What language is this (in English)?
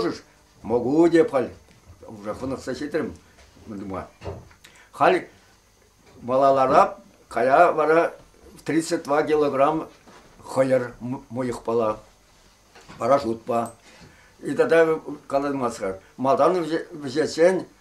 Chuvash